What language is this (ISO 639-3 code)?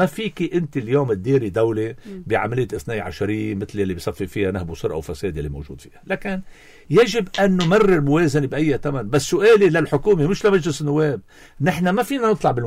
apc